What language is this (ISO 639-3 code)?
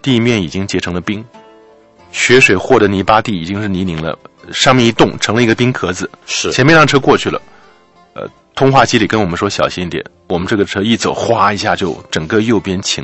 zho